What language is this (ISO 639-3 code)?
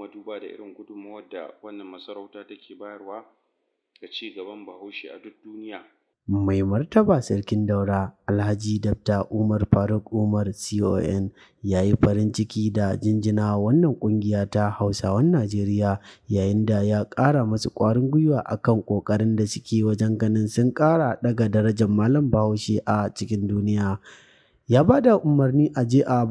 hau